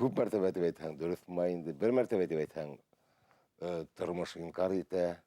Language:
Bashkir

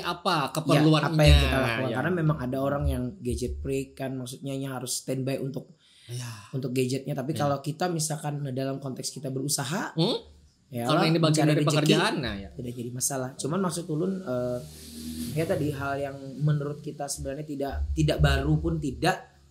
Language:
Banjar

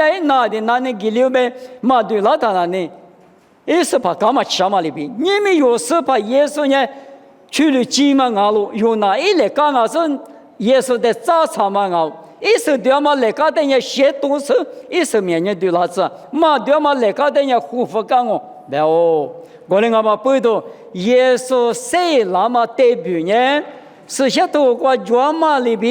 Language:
Lisu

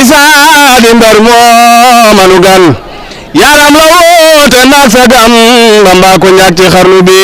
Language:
Wolof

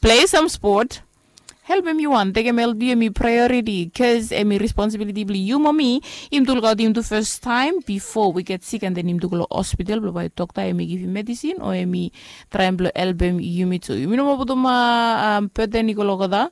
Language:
Bislama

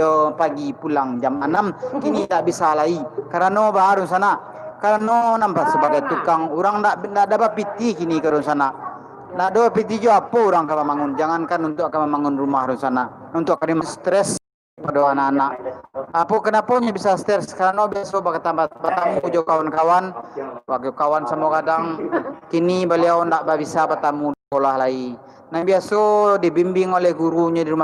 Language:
Minangkabau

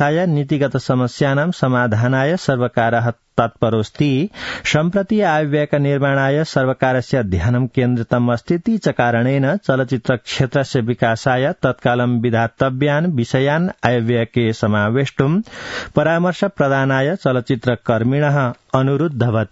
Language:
Sanskrit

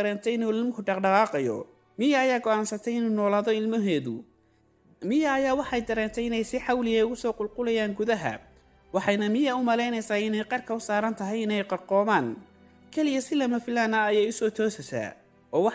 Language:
Somali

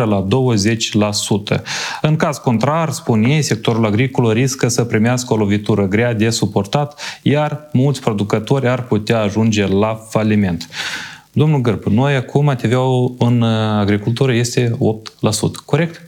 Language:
Romanian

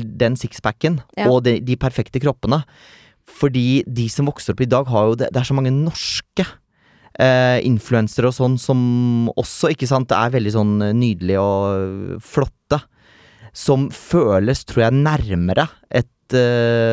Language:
Norwegian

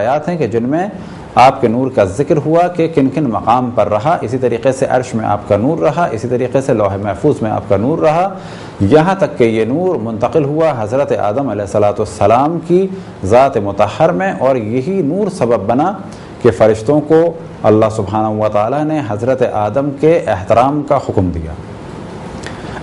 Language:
Urdu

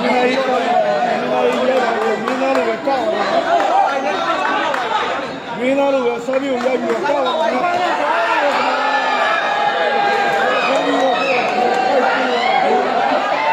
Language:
Burmese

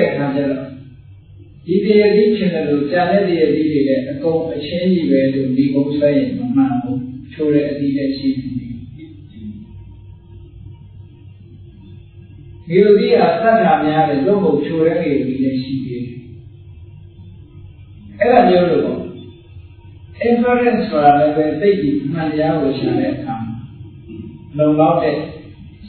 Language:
Burmese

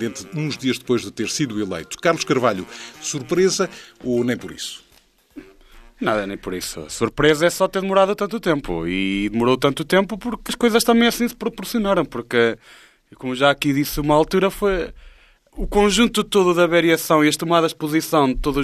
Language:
Portuguese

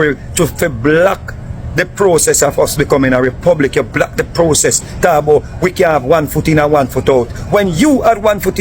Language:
Jamaican Creole English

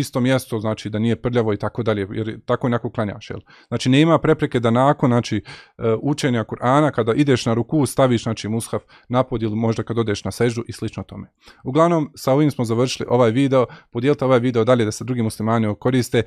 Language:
Bosnian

